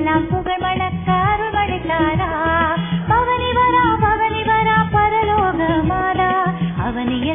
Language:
Tamil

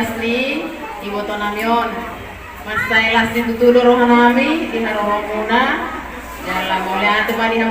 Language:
Batak Toba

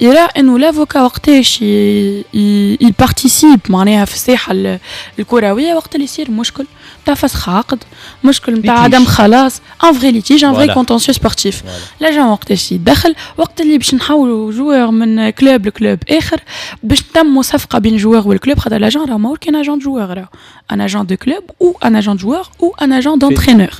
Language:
Tunisian Arabic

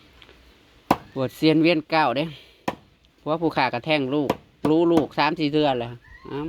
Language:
Northeastern Thai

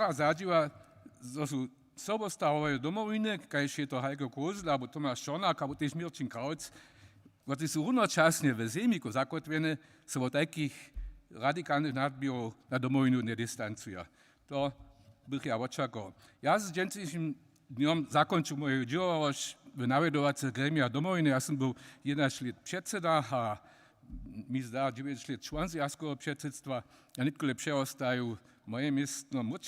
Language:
Upper Sorbian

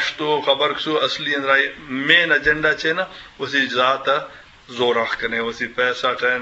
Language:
Eastern Balochi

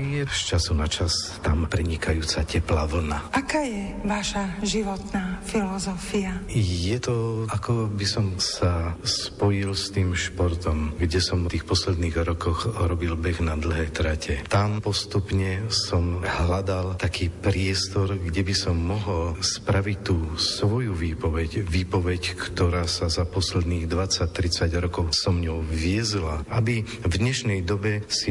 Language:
Slovak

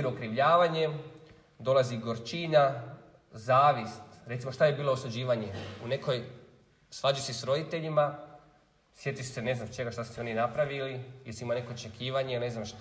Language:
Croatian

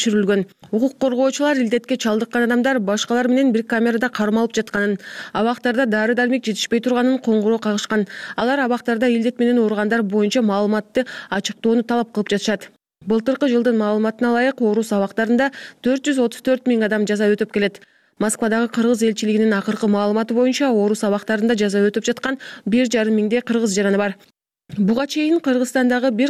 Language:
Kyrgyz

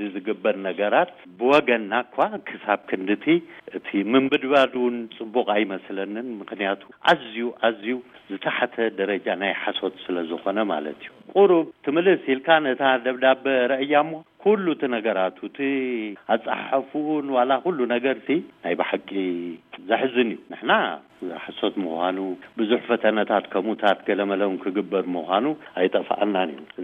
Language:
Tigrinya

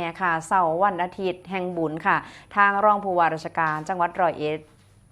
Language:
Northeastern Thai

